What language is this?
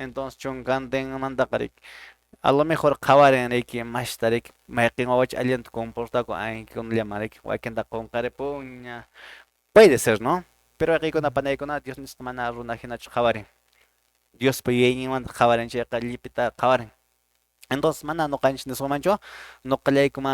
Quechua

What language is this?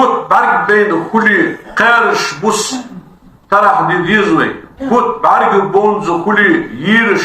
Ingush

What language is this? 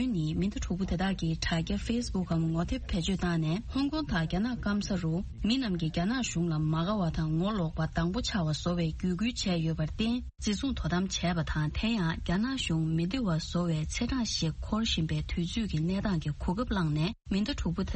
Tibetan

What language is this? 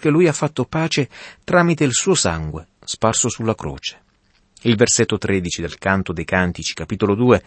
Italian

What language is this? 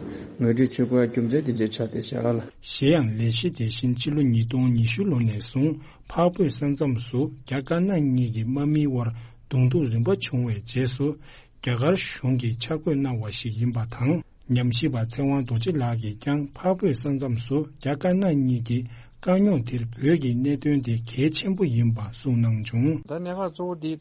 Tibetan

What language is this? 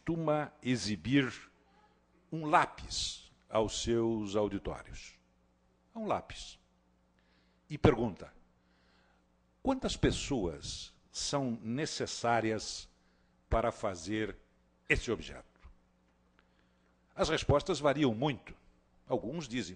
Portuguese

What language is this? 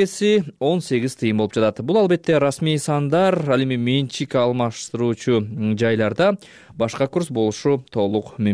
Kyrgyz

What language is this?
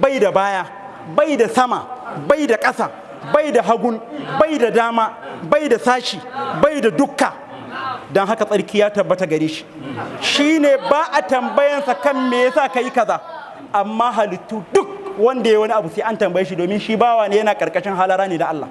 Hausa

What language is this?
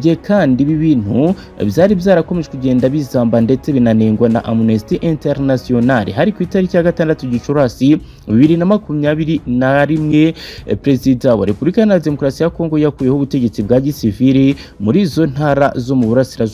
Kinyarwanda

